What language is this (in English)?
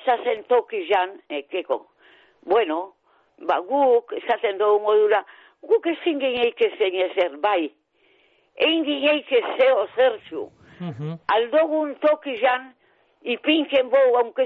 Basque